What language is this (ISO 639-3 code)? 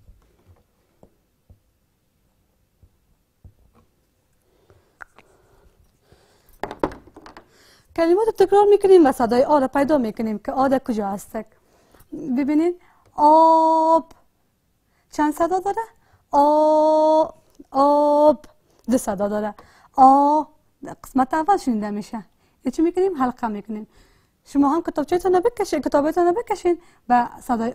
fas